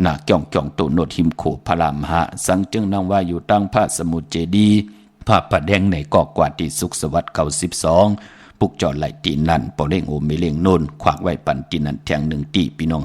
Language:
Shan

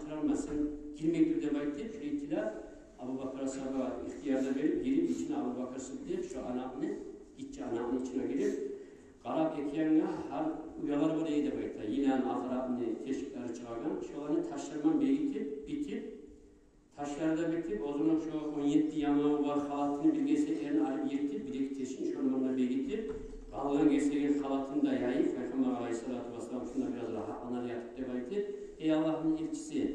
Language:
Kumyk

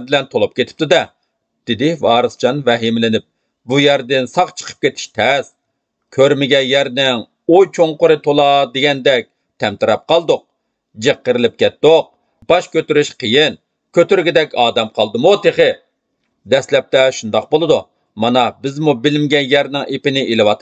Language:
Uyghur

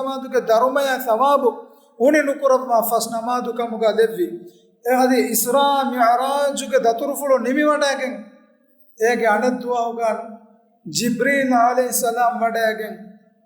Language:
Divehi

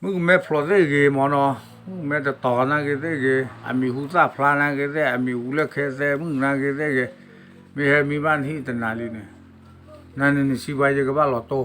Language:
S'gaw Karen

